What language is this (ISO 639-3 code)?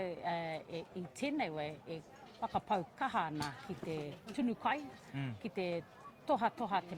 mri